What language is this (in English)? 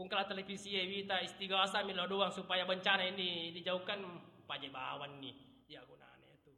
Buginese